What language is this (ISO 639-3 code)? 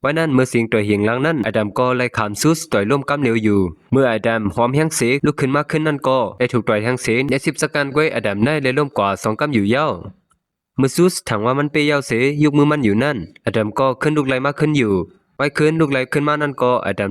shn